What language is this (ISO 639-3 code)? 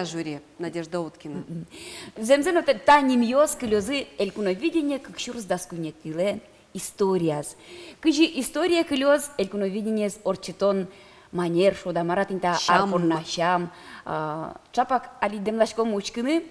udm